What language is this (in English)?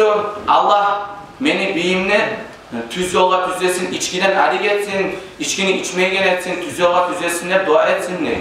Kumyk